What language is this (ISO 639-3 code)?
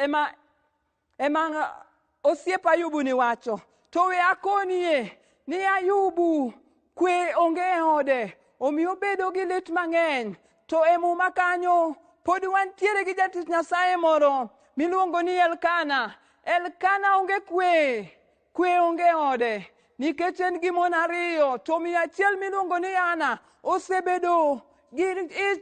luo